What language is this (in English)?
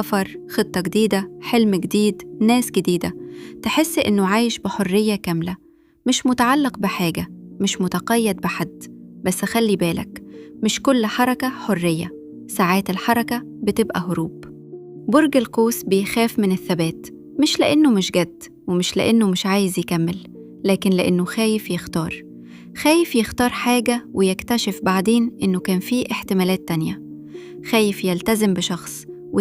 Egyptian Arabic